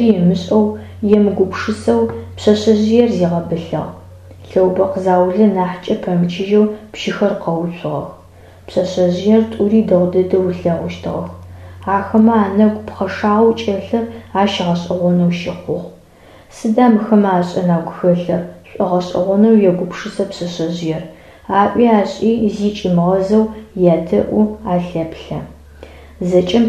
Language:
Adyghe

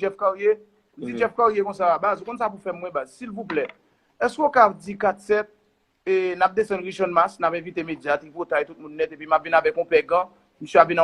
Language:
Haitian Creole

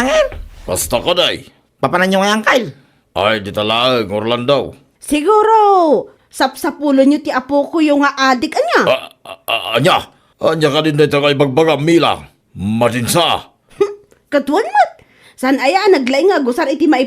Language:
Iloko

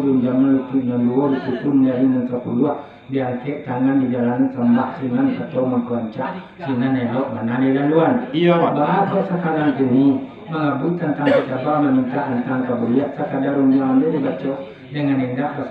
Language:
Minangkabau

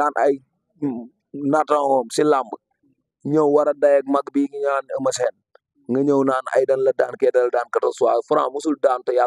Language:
Wolof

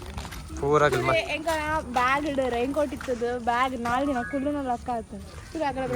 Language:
Tulu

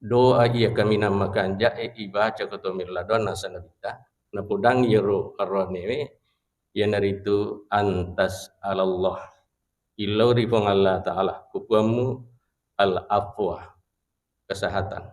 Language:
Buginese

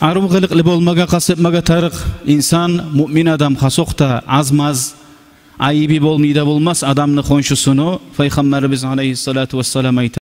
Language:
Kumyk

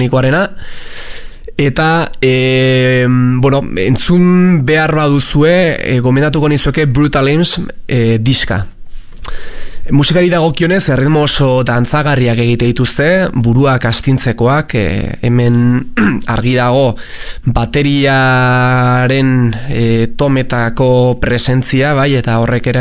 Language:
Basque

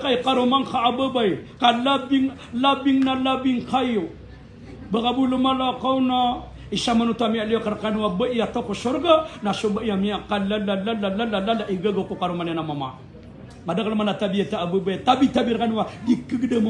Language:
Maranao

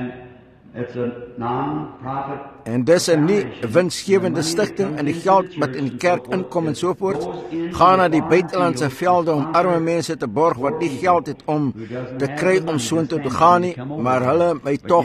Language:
Afrikaans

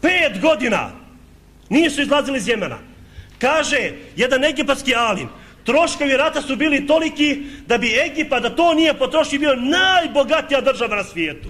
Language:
Bosnian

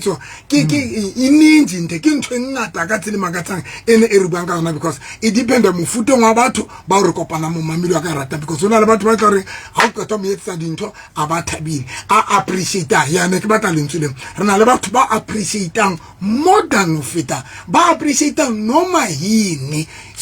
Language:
Southern Sotho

